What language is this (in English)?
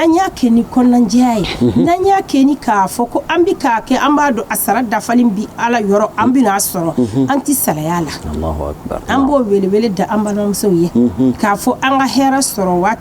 Bambara